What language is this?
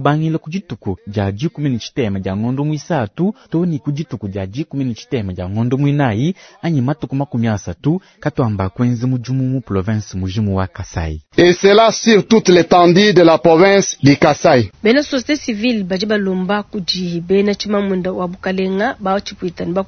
Luba-Lulua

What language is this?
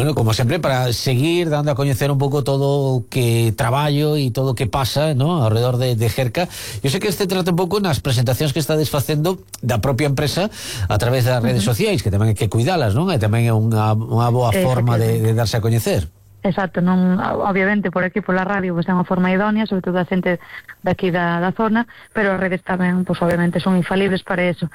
Galician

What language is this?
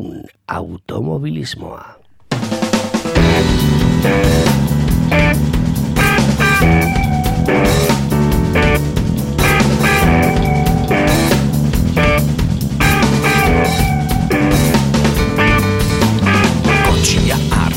Basque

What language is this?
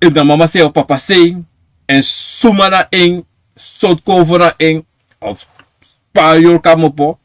Sranan Tongo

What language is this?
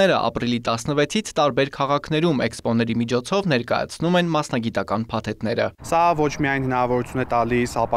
Armenian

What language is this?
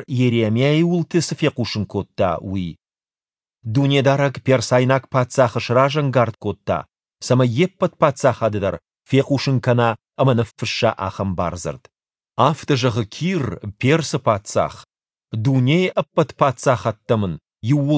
Ossetic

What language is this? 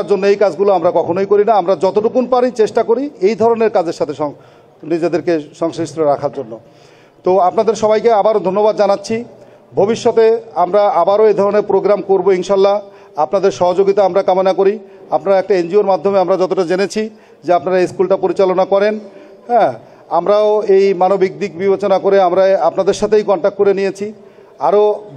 Bangla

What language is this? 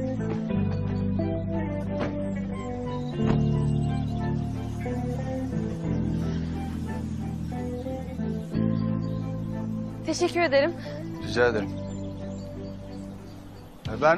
Turkish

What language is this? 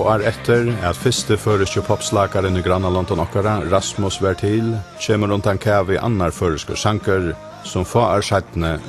Faroese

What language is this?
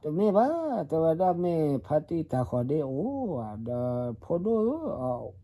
S'gaw Karen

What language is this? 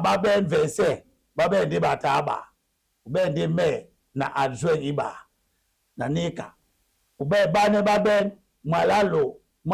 Duala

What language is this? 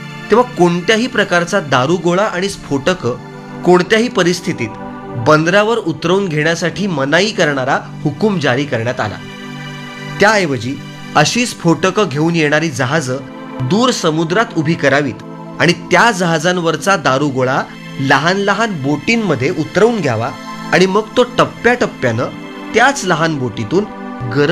Marathi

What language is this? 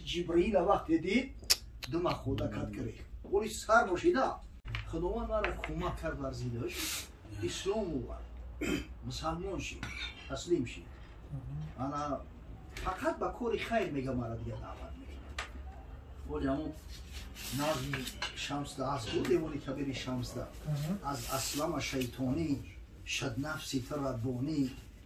Tajik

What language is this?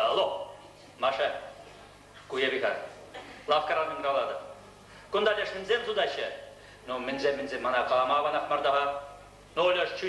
Chuvash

